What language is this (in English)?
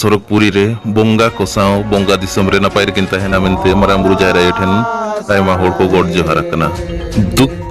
Santali